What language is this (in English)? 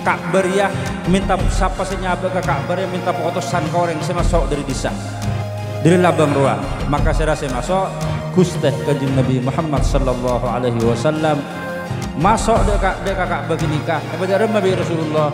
Madurese